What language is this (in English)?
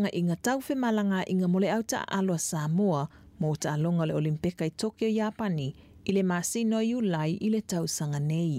Samoan